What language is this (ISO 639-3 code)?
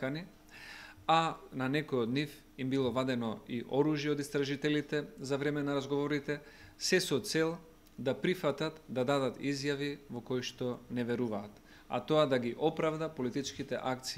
mkd